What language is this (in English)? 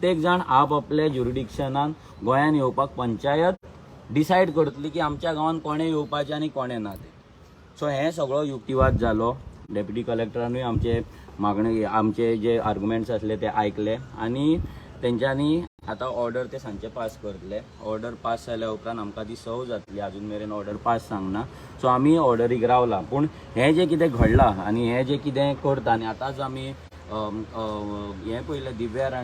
Konkani